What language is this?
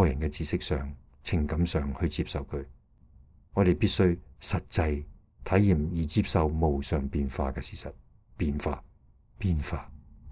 Cantonese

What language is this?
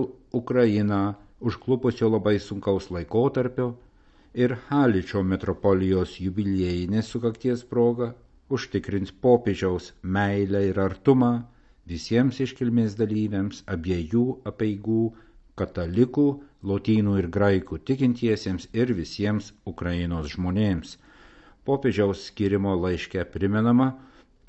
Lithuanian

